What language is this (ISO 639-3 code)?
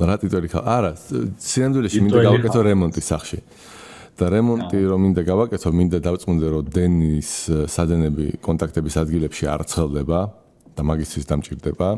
kat